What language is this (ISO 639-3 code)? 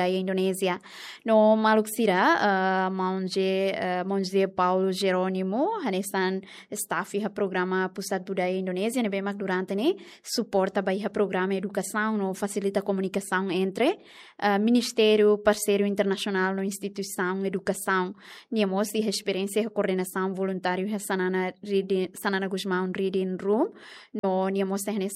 tet